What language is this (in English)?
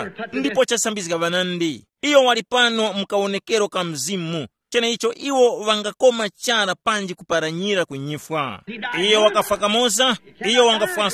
Tumbuka